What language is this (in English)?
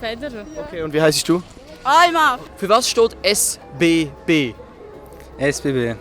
Swiss German